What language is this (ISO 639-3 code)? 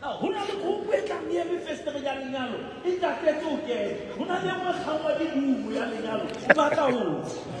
sot